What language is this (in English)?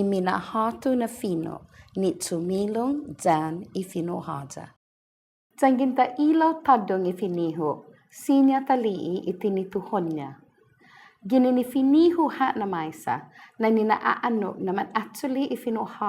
Chamorro